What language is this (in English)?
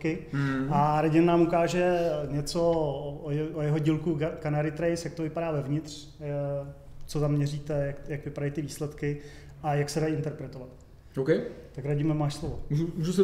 Czech